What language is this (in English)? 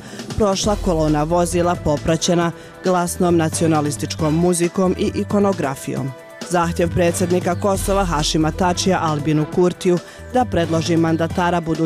Croatian